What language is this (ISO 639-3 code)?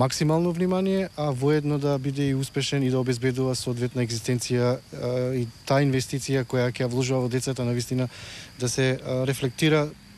mkd